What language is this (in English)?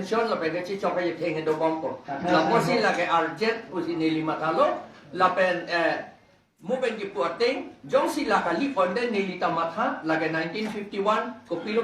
Karbi